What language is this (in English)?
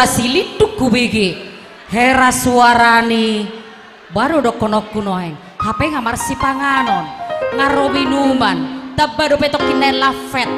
Batak Toba